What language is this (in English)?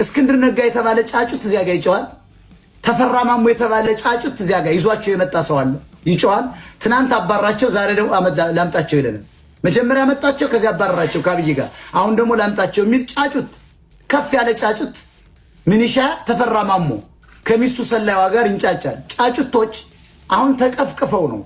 Amharic